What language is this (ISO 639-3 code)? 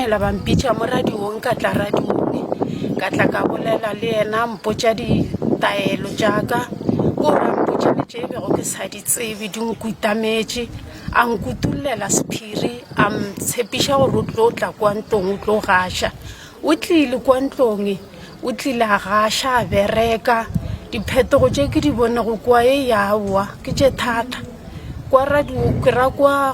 nso